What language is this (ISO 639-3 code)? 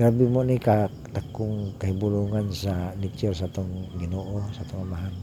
ceb